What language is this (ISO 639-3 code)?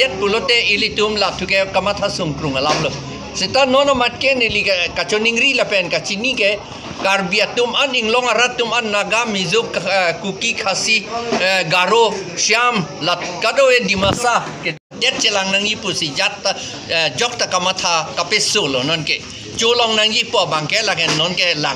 mjw